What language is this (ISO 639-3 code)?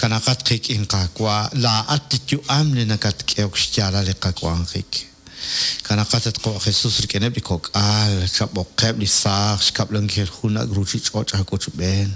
kek